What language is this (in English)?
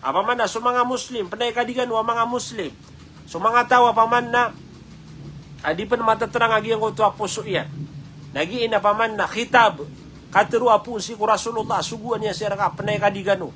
Maranao